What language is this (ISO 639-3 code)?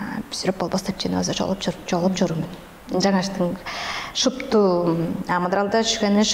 tyv